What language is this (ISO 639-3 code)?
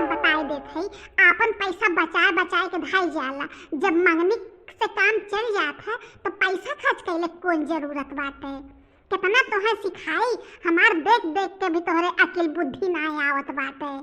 bho